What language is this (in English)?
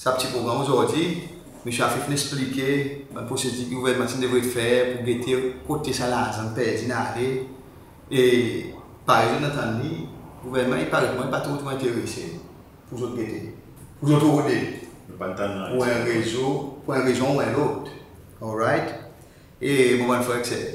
Seselwa Creole French